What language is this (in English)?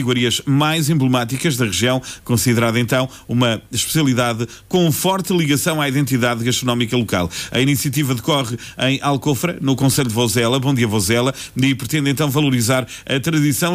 Portuguese